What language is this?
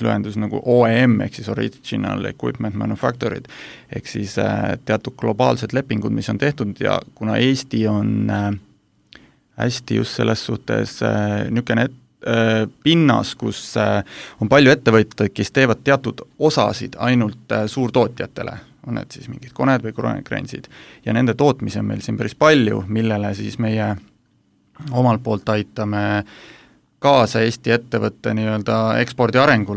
Estonian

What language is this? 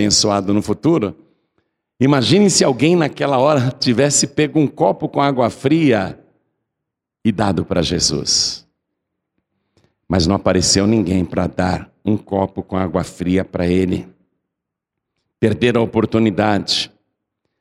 Portuguese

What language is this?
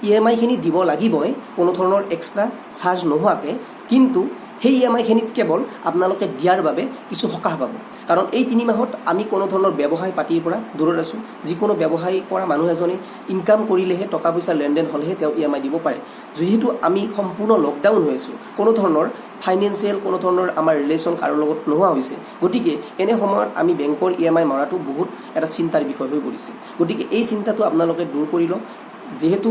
Assamese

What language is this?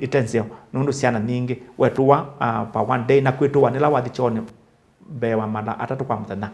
Kamba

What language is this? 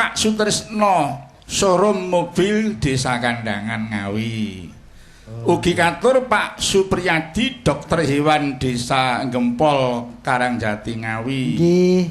Javanese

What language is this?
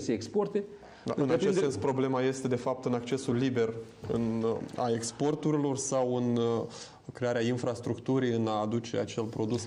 Romanian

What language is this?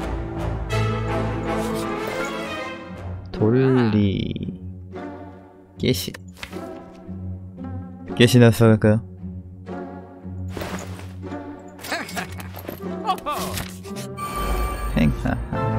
Korean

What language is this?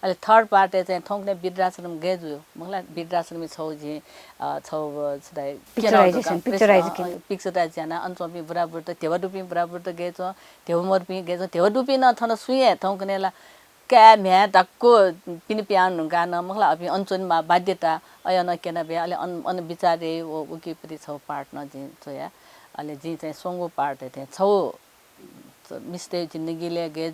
Newari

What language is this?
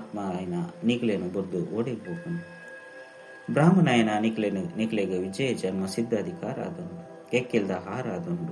Tulu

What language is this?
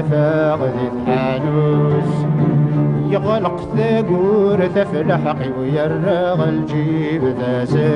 Kabyle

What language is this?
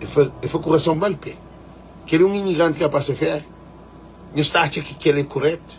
Kabuverdianu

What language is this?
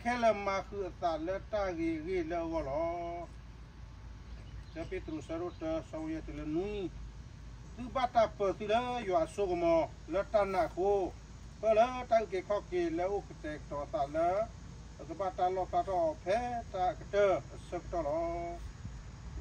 S'gaw Karen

